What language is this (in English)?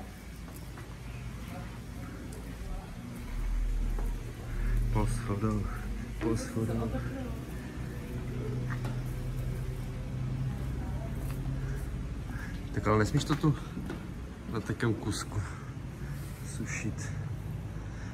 Czech